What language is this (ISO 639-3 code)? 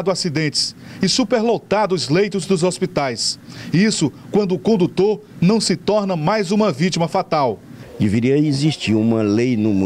por